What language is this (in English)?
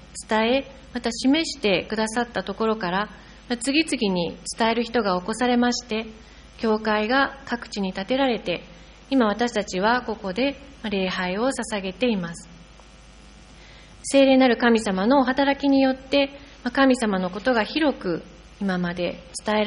Japanese